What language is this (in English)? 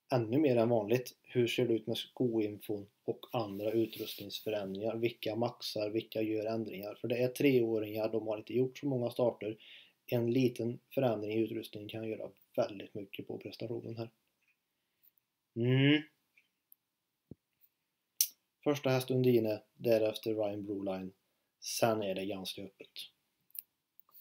Swedish